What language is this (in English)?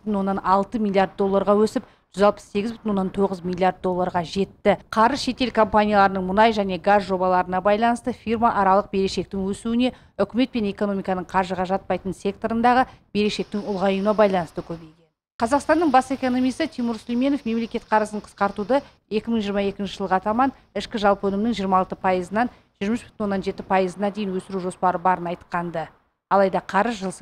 Kazakh